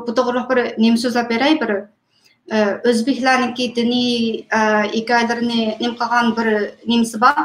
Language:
Uyghur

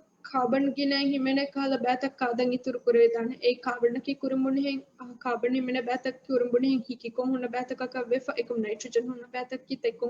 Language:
Divehi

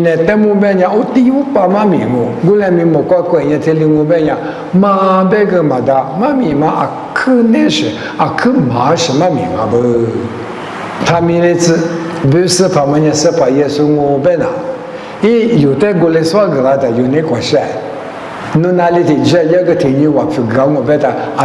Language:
Lisu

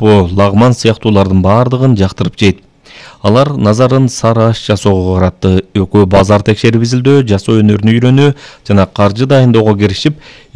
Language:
Kyrgyz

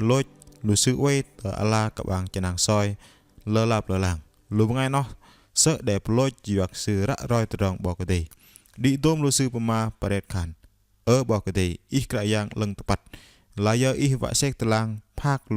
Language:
Bahnar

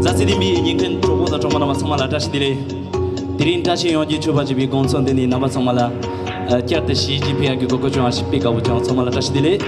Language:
Tibetan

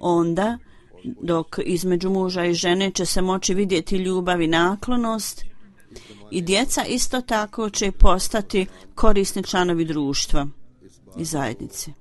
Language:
Bosnian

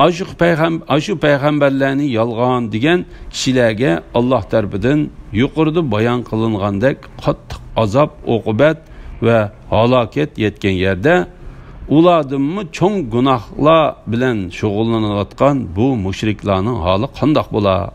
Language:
Uyghur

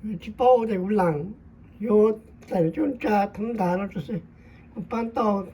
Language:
Hmong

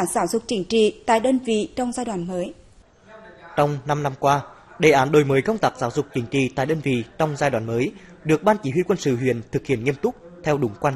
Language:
Vietnamese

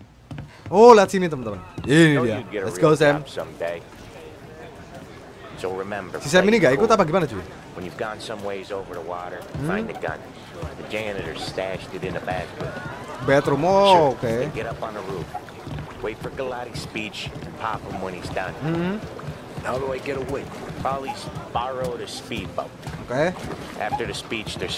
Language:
Indonesian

